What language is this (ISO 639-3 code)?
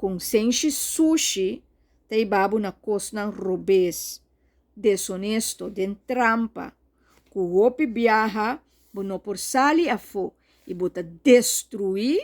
pap